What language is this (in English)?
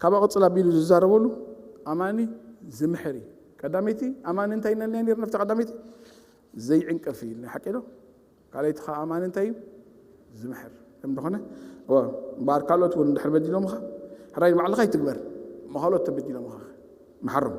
Tigrinya